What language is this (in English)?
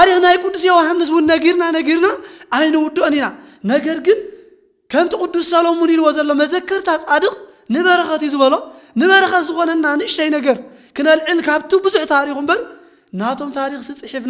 Tigrinya